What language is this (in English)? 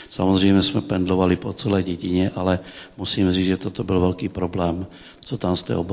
Czech